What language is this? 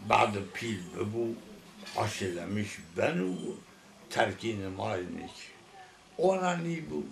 Zaza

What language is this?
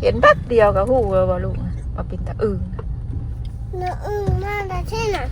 Northeastern Thai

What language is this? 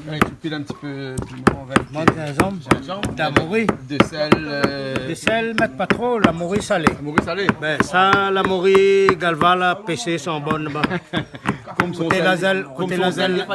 Réunion Creole French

